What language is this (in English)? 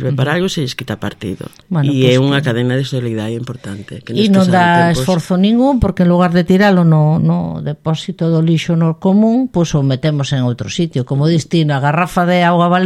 Galician